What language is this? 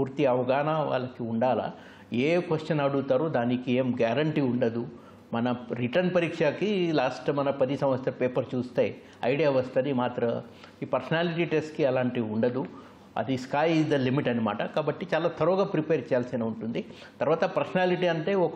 Telugu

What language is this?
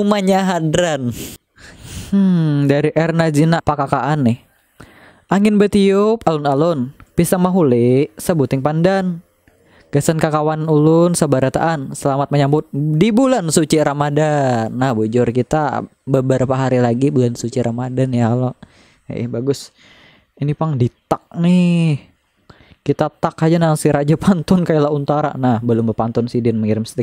Banjar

